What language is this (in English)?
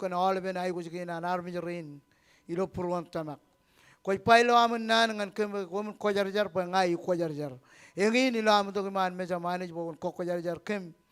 Marshallese